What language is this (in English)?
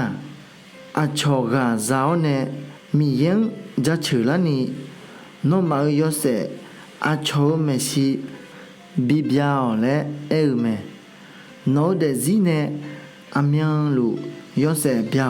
Akha